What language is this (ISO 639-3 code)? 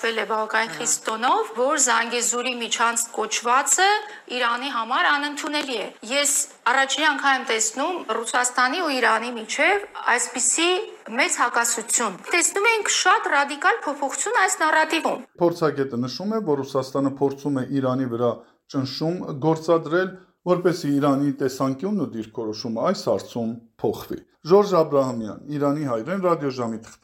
hye